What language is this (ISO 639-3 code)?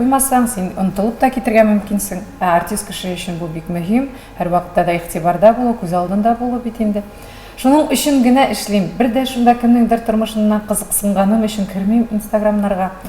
tat